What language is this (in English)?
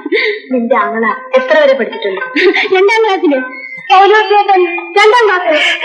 Malayalam